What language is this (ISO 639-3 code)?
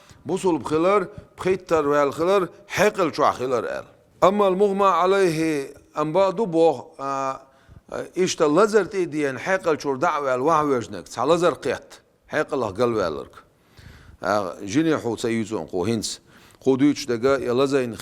che